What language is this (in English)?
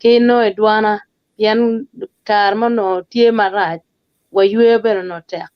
Acoli